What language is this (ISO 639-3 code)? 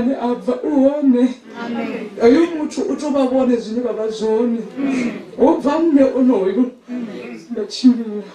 ven